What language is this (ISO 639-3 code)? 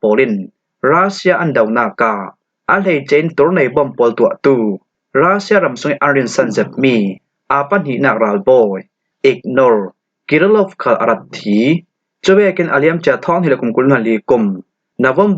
cfm